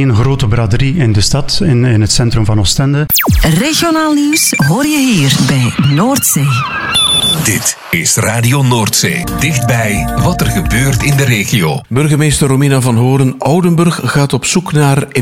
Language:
Dutch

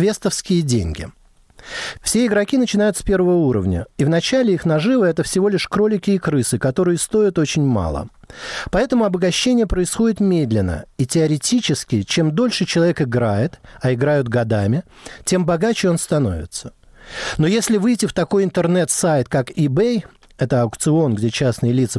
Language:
Russian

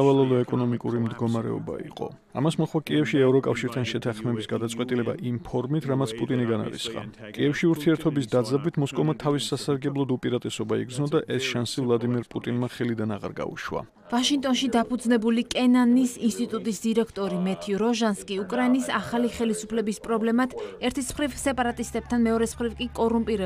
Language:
Georgian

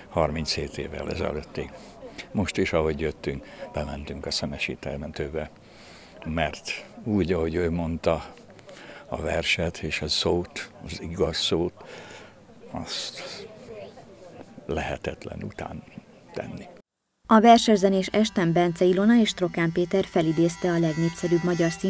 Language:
Hungarian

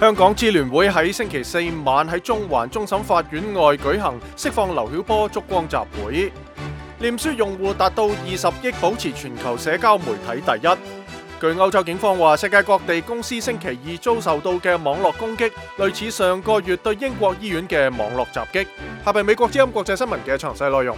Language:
Cantonese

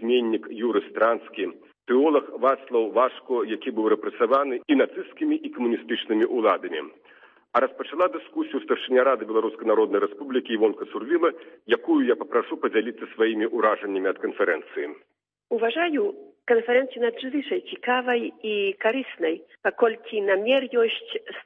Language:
Belarusian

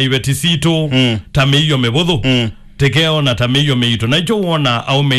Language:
Kamba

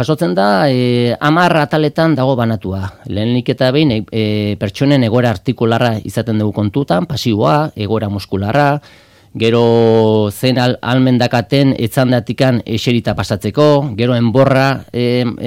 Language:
Basque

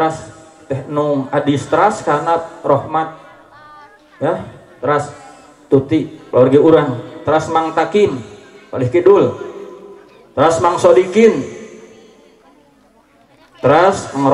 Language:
Sundanese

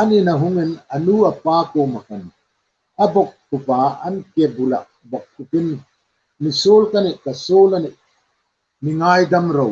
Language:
Hmar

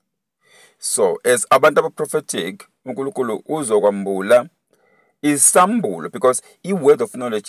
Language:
Zulu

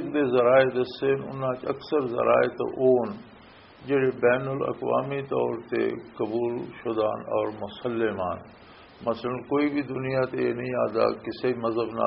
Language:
Western Panjabi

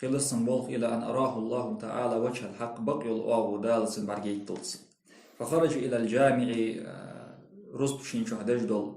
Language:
Ingush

